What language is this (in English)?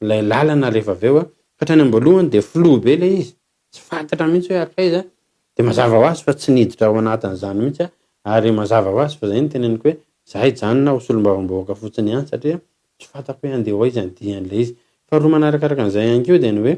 Malagasy